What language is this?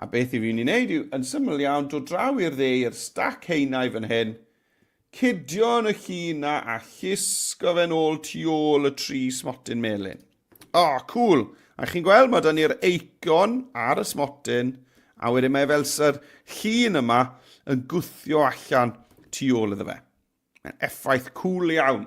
Welsh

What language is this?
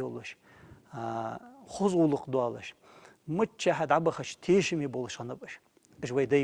Ingush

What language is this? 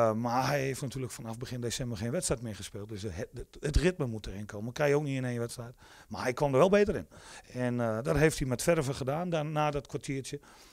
Dutch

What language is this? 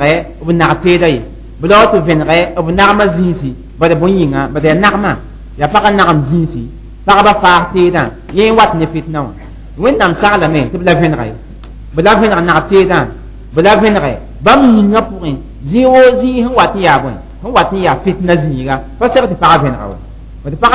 Mossi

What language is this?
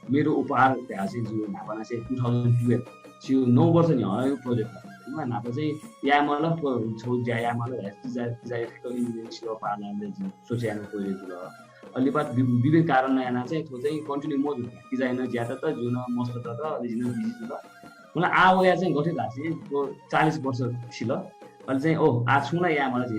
Newari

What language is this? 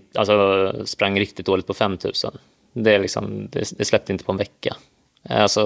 Swedish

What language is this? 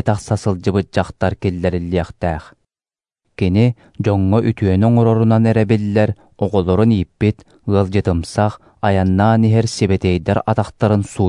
Yakut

